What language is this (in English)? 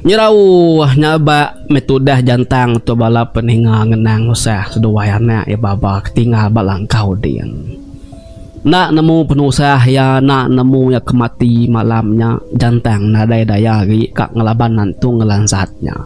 Iban